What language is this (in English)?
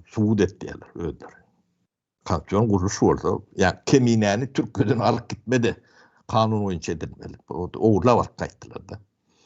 Turkmen